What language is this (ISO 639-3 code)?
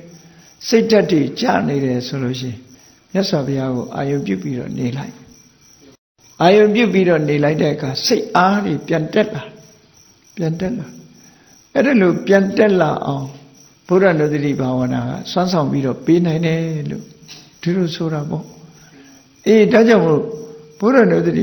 mya